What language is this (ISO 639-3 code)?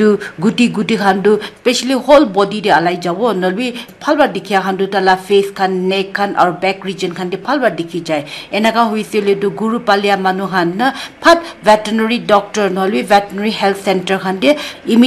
nag